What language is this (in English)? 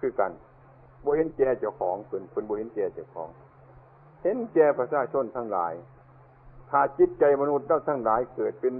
Northeastern Thai